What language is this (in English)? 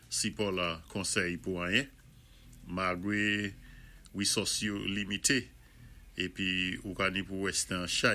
Saint Lucian Creole French